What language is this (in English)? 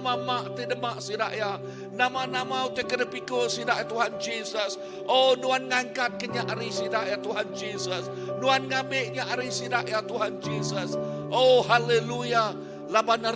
Iban